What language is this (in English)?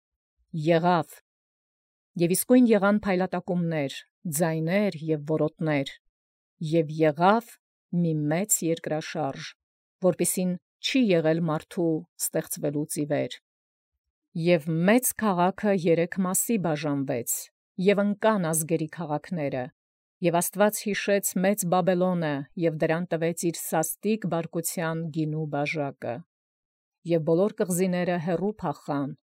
Armenian